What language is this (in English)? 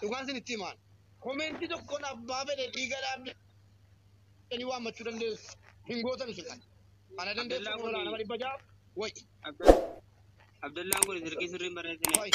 Oromo